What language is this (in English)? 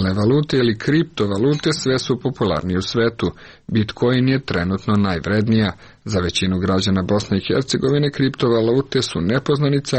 Serbian